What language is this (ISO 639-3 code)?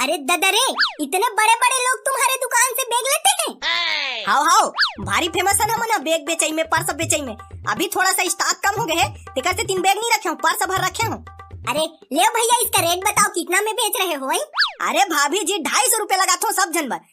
hne